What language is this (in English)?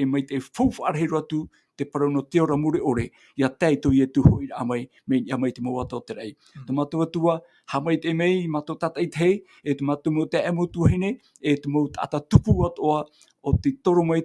Tahitian